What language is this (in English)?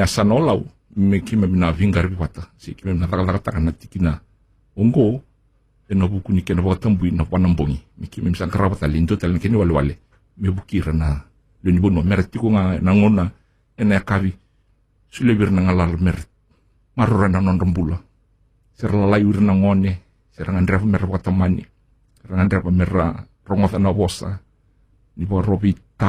Fijian